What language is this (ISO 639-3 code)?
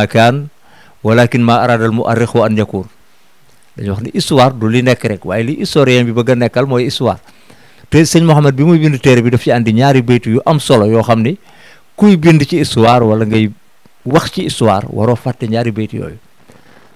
wol